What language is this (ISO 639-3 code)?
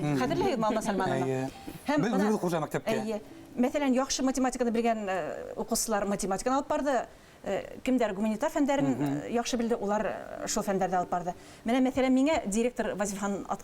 bak